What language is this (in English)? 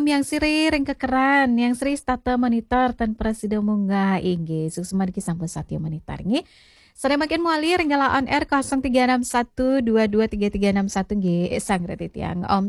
Balinese